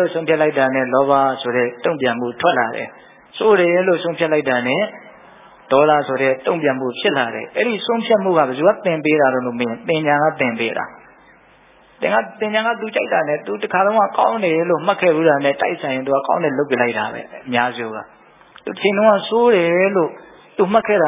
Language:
Burmese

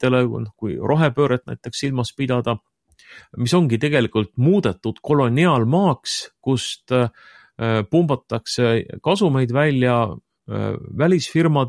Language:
Estonian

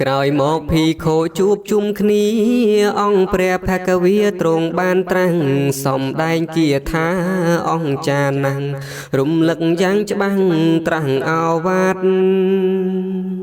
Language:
Khmer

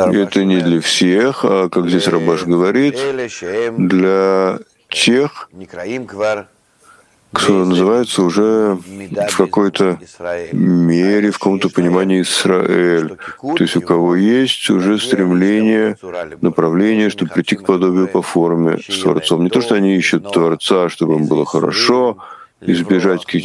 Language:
Russian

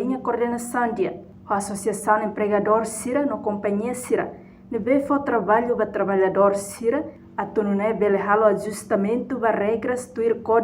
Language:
Tetum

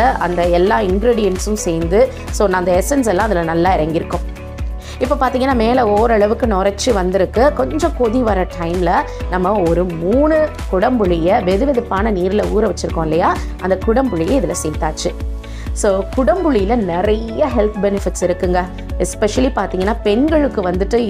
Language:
Tamil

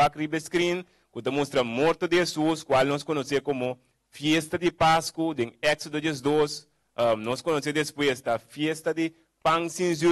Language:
Papiamento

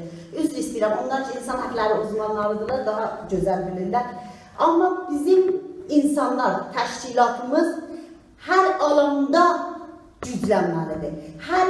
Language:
South Azerbaijani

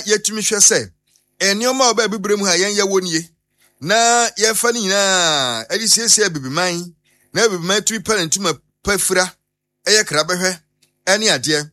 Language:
Akan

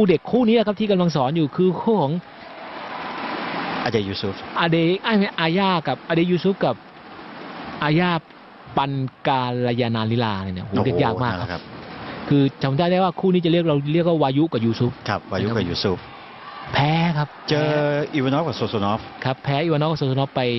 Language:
Thai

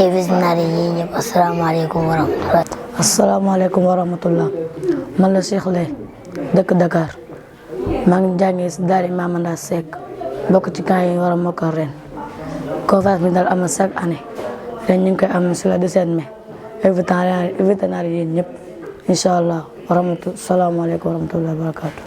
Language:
Wolof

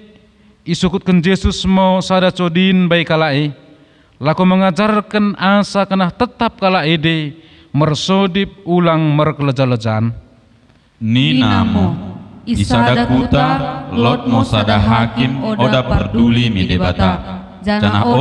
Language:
Batak Dairi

